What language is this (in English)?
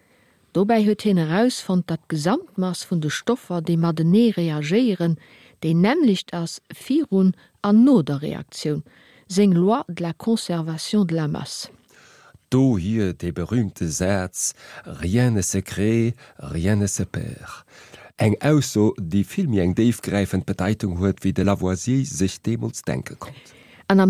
Luxembourgish